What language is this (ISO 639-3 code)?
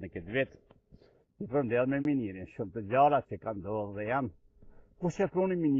sqi